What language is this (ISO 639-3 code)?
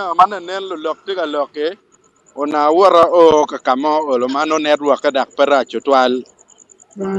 ach